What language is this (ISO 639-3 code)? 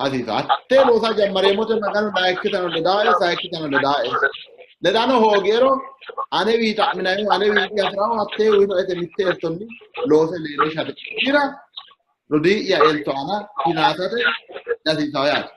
sid